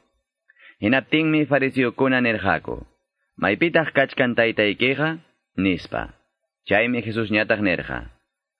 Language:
Quechua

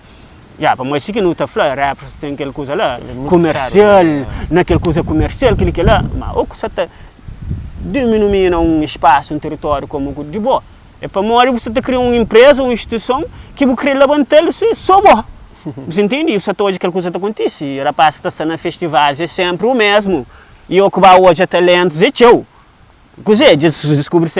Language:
Kabuverdianu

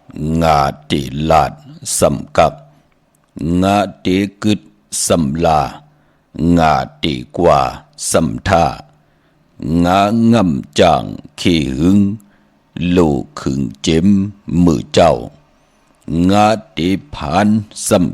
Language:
Shan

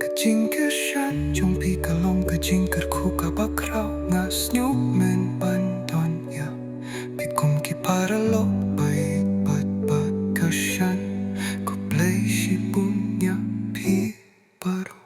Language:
Khasi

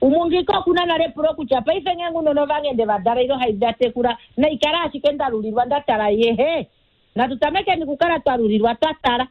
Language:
Kuanyama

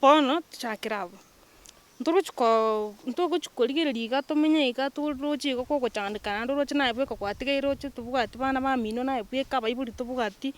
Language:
Gusii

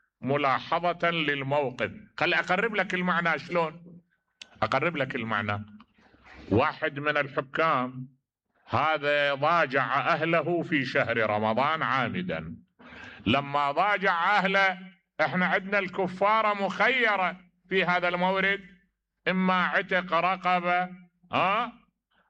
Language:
Mesopotamian Arabic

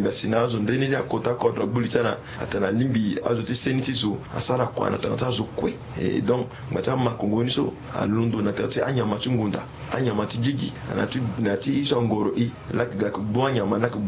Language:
Sango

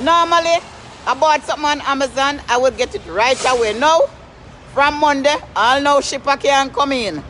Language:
Jamaican Creole English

